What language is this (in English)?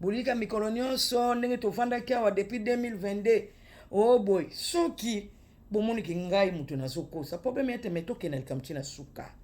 Lingala